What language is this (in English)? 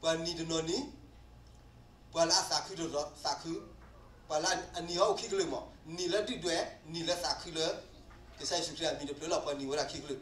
S'gaw Karen